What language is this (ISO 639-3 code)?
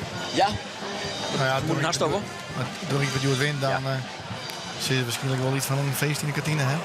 fry